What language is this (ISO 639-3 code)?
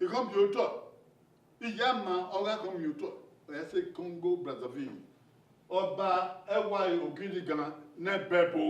bin